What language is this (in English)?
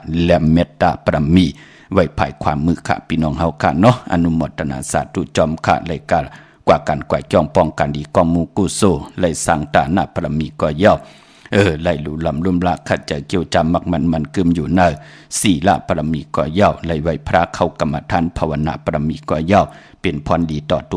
Shan